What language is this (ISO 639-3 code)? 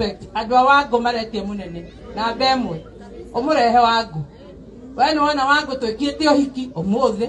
kik